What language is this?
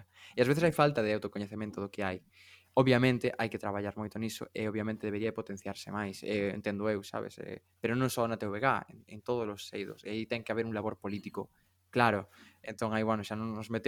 Galician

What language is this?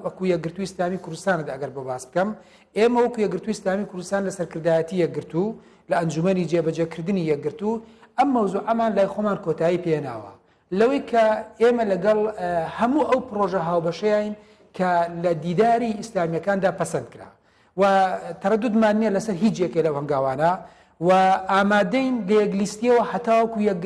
Central Kurdish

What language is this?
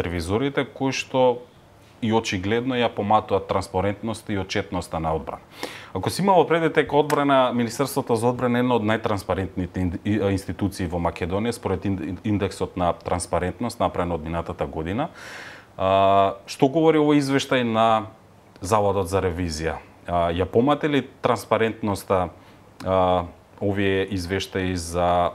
Macedonian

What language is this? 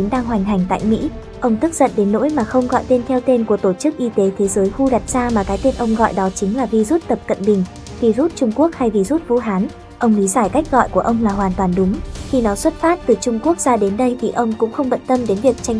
Vietnamese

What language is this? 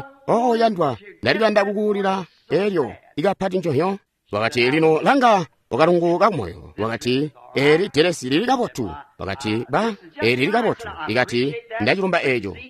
Tonga (Zambia)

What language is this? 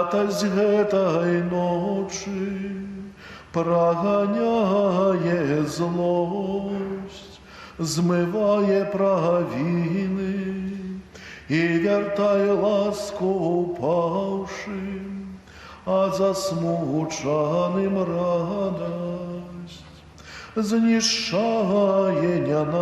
Belarusian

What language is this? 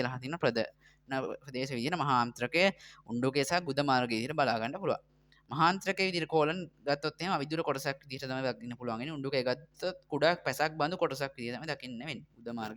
Sinhala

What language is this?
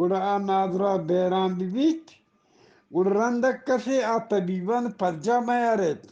Eastern Balochi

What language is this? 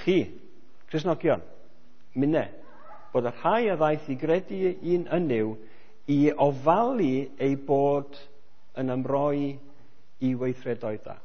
Welsh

